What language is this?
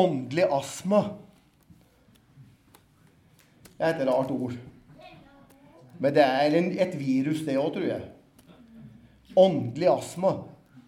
Norwegian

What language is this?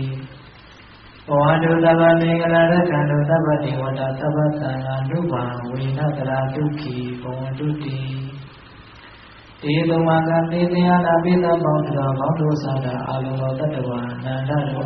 Burmese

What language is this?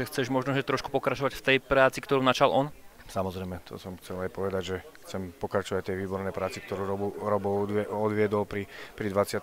Slovak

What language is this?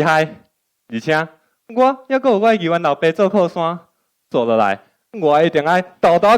Min Nan Chinese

